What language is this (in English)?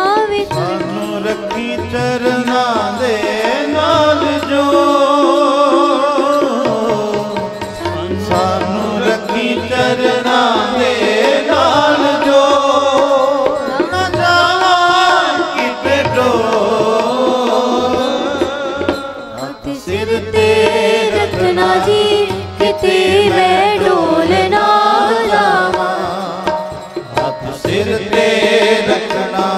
Punjabi